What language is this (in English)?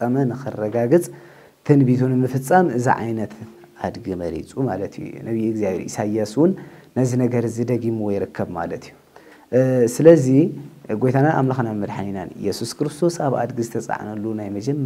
Tigrinya